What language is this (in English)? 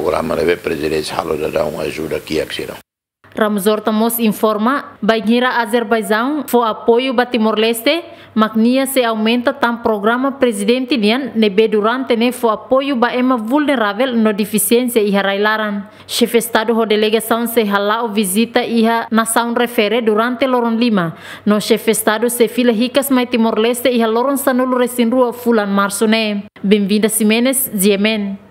Tetum